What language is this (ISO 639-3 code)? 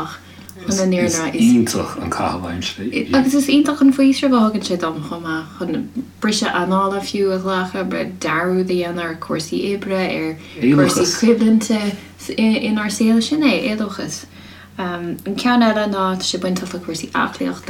gle